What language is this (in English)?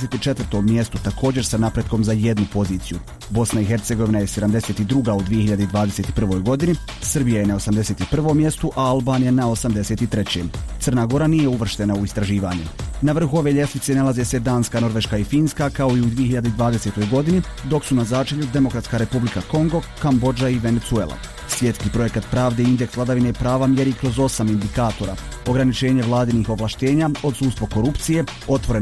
Bosnian